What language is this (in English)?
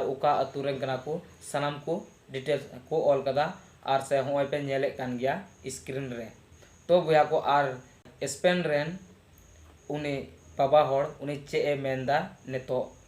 Santali